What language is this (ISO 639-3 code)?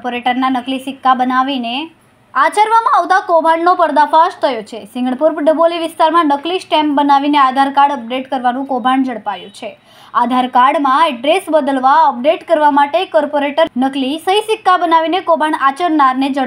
guj